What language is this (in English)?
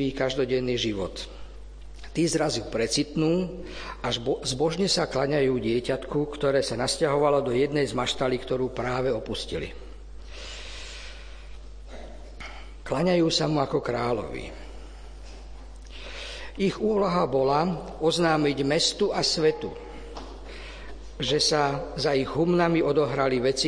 Slovak